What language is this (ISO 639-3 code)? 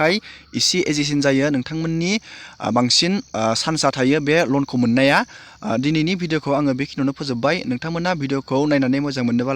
brx